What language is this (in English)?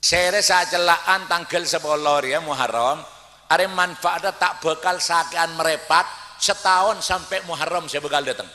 Madurese